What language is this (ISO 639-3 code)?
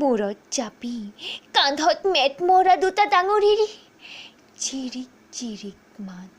asm